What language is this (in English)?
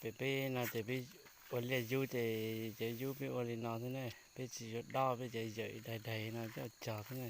Hmong